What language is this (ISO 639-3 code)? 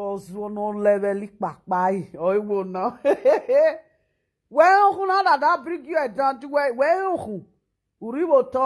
pcm